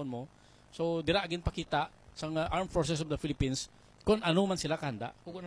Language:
Hiligaynon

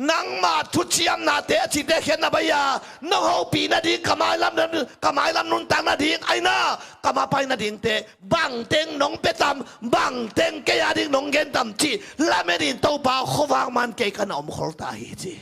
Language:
Tedim Chin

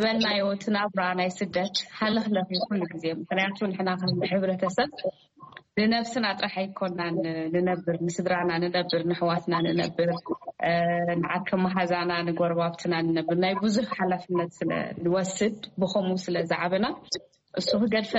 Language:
Tigrinya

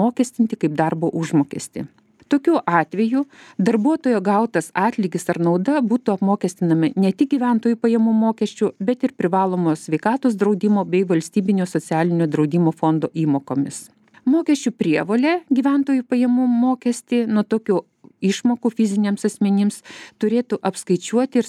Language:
Lithuanian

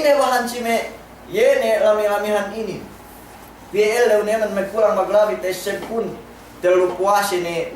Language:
Yakan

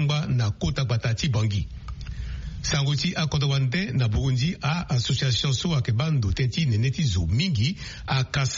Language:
Sango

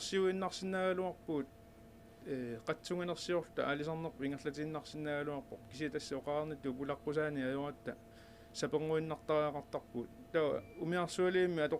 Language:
Kalaallisut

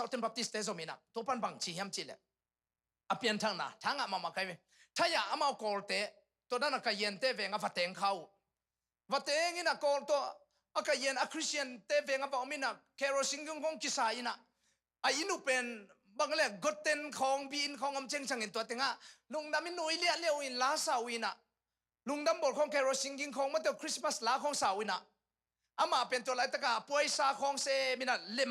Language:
Tedim Chin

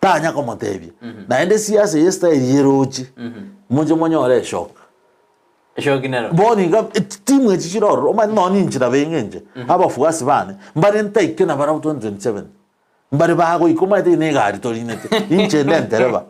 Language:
Gusii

